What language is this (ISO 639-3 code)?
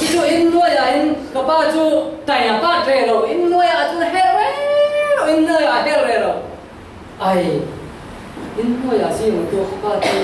cfm